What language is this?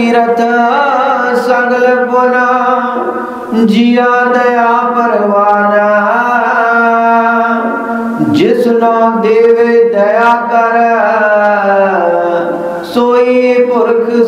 Punjabi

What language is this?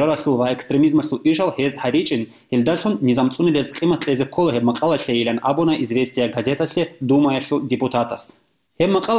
Avaric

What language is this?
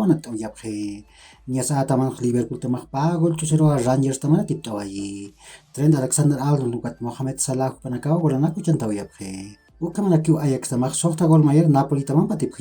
Aymara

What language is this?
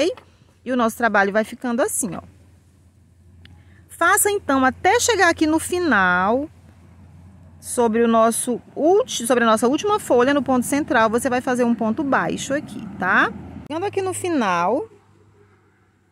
Portuguese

